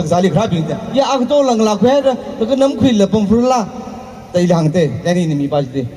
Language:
Tangkhul Naga (India)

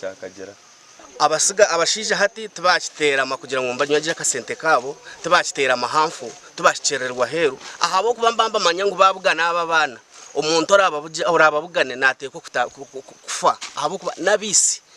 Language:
Nyankole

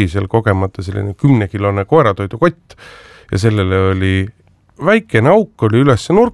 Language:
Estonian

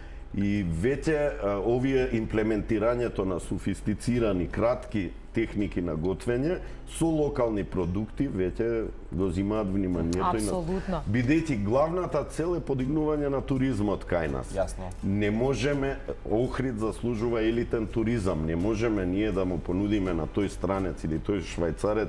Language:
Macedonian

